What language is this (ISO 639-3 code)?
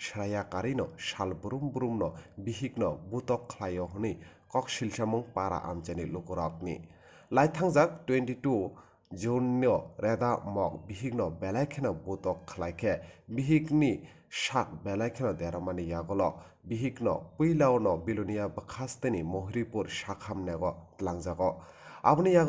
trp